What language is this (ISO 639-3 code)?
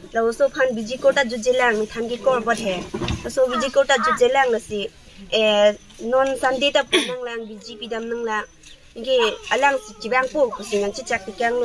mjw